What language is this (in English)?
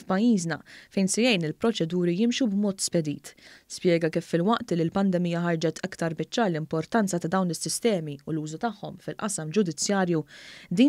Maltese